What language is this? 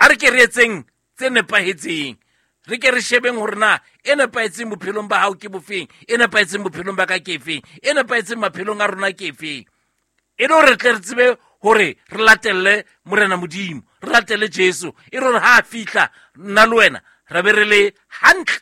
Southern Sotho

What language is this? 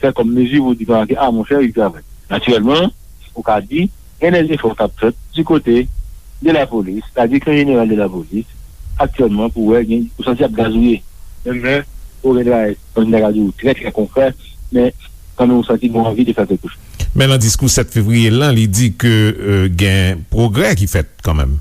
Haitian Creole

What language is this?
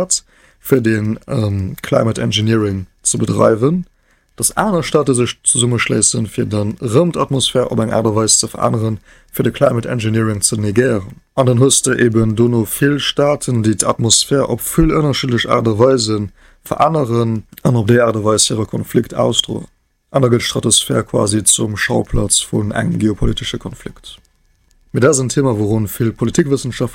Luxembourgish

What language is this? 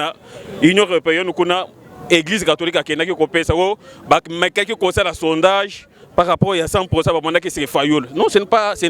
Lingala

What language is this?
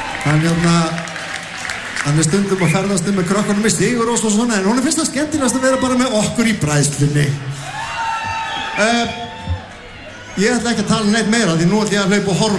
Icelandic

